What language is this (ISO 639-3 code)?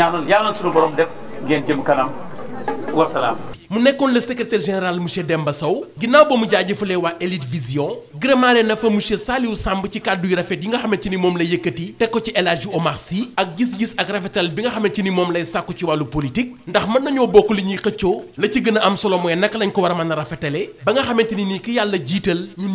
wol